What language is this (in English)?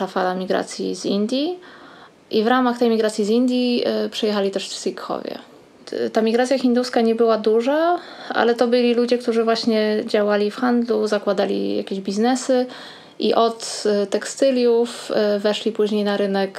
Polish